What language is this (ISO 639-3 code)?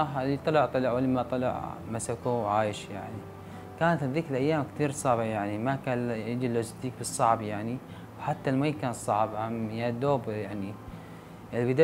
apc